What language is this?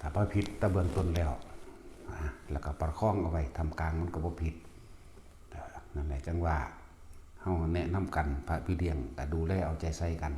Northeastern Thai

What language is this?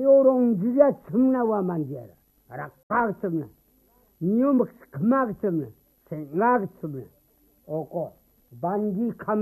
Korean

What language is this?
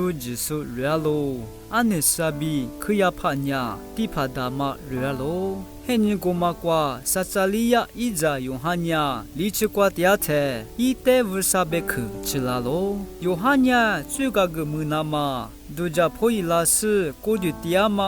Lisu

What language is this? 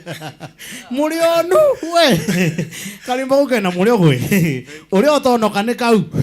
Meru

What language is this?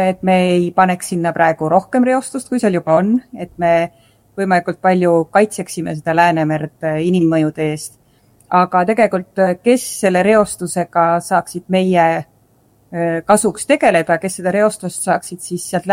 Estonian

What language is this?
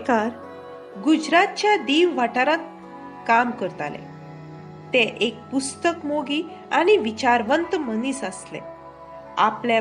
Konkani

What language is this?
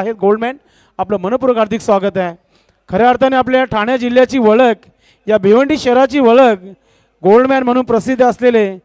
Marathi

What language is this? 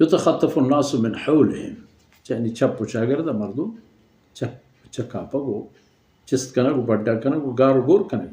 Baluchi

